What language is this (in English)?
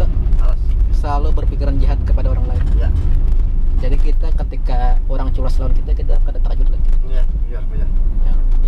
Banjar